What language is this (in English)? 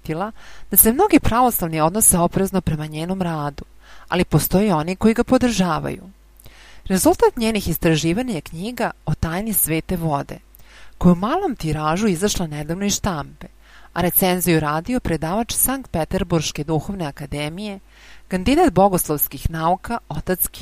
Serbian